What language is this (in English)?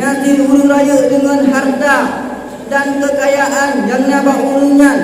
Achinese